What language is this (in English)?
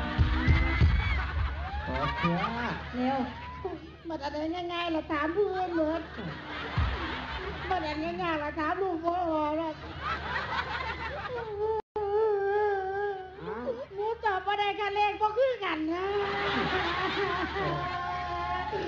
Northeastern Thai